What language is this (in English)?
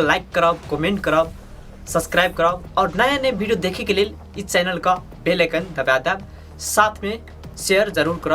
Maithili